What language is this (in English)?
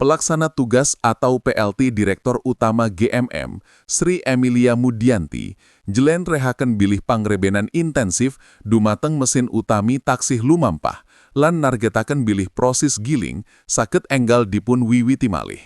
Javanese